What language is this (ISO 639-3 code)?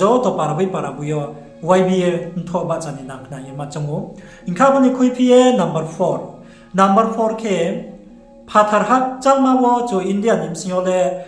ria